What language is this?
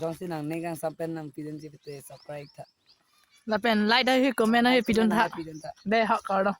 Karbi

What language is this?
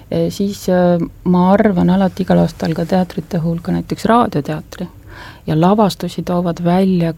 Estonian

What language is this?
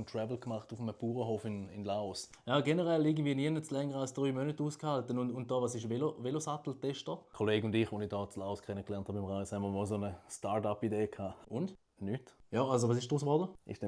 Swiss German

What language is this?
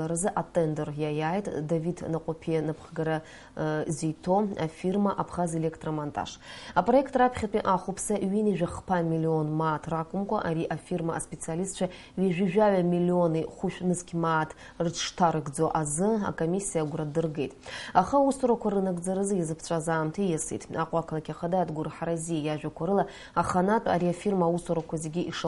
Abkhazian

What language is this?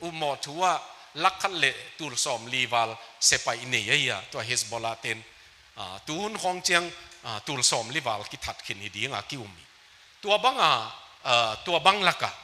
Tedim Chin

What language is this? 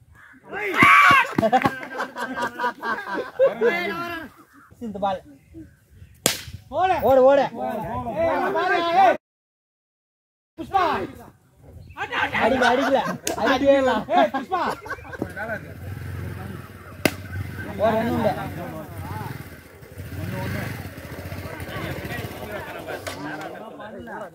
Tamil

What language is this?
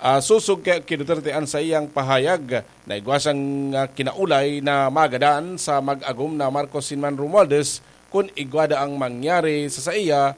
Bikol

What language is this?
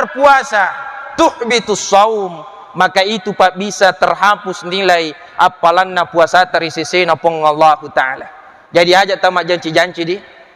Buginese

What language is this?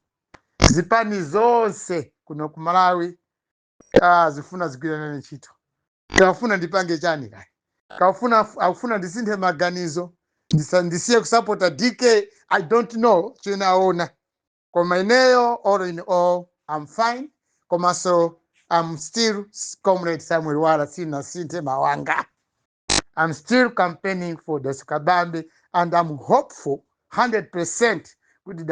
Nyanja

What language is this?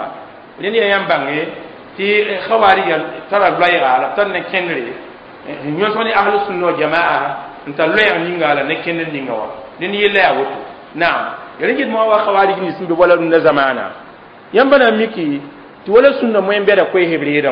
Mossi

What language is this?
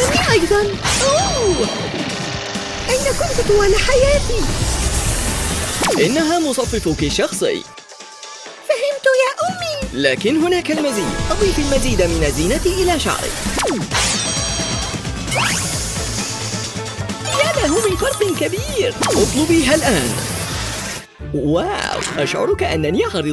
Arabic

